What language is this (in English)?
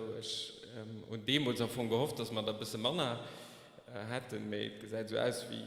Luxembourgish